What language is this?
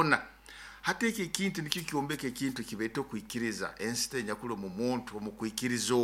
Nyoro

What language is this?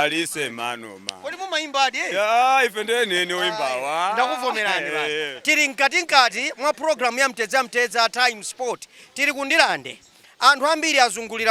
Nyanja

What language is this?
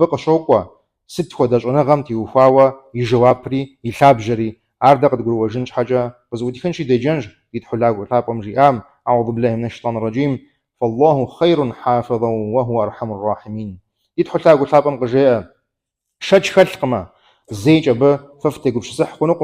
Kabardian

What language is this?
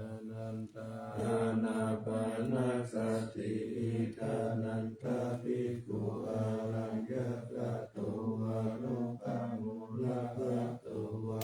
Pali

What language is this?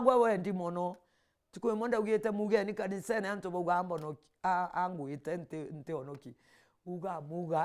Meru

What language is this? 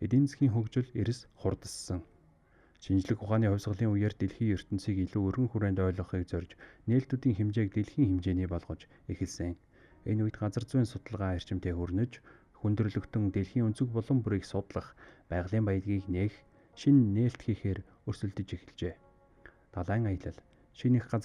Mongolian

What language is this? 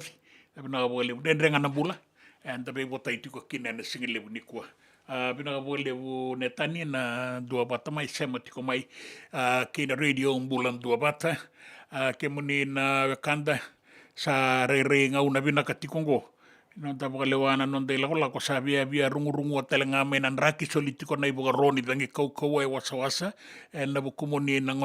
Fijian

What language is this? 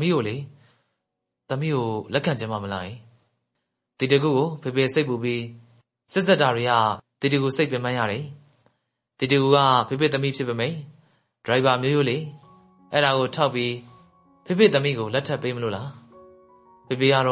Burmese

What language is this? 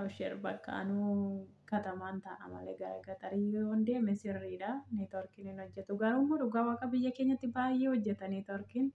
Oromo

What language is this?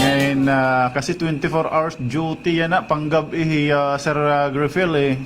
Waray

